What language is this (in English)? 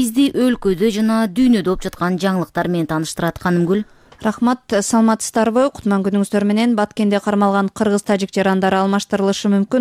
Kyrgyz